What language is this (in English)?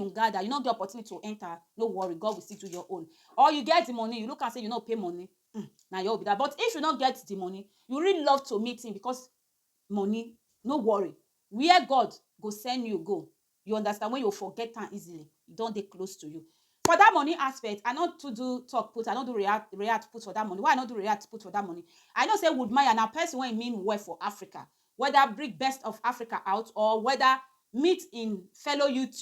Nigerian Pidgin